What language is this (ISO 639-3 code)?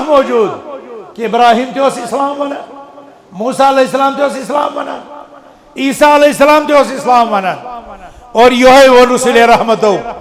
kas